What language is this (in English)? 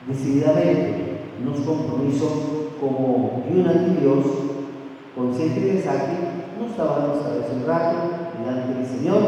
Papiamento